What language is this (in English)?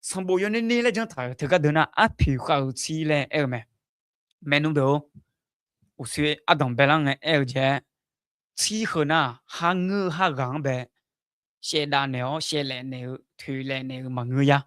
Akha